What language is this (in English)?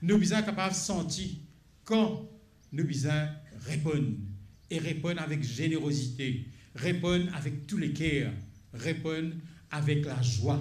Morisyen